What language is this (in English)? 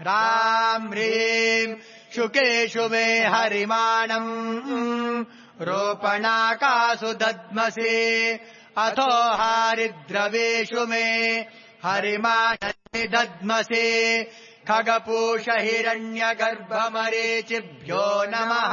Sanskrit